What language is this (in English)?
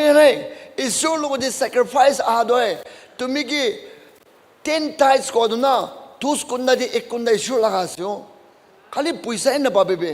Naga Pidgin